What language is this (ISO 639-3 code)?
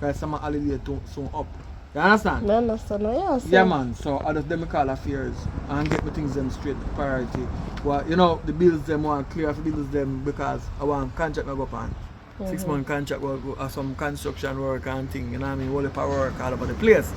jam